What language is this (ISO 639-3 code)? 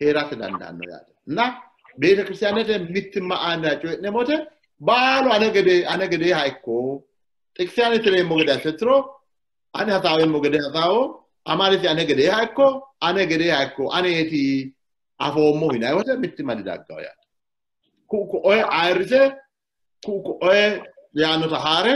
sid